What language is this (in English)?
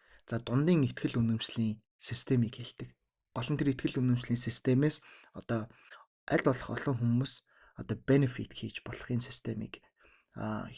Mongolian